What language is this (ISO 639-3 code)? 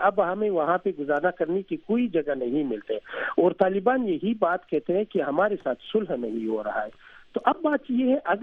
urd